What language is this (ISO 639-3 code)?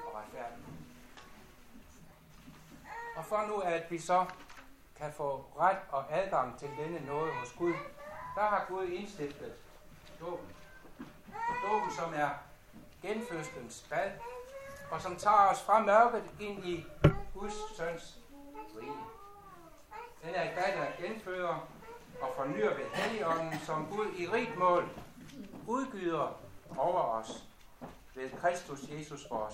dan